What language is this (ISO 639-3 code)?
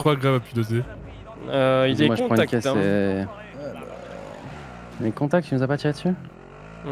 fra